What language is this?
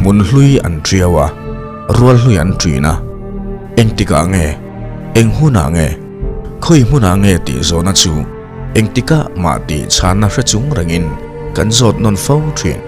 Mizo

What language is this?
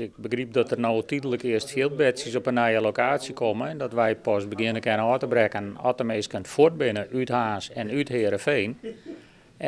Western Frisian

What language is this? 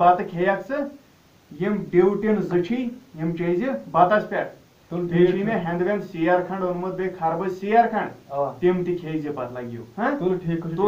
Kashmiri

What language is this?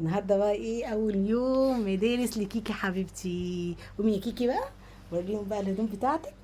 Egyptian Arabic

